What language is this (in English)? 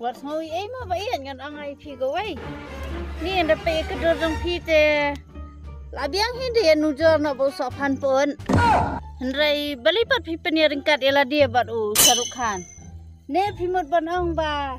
Khasi